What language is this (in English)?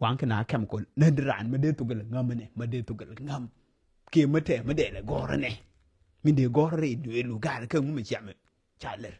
Nuer